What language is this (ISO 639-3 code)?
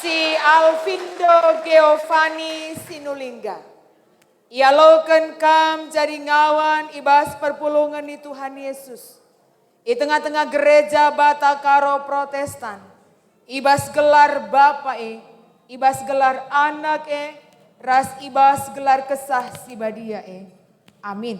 btx